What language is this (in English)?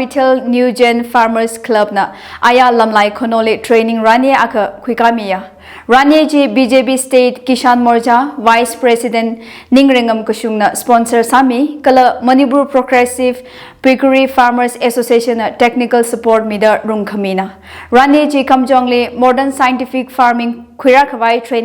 Tangkhul Naga (India)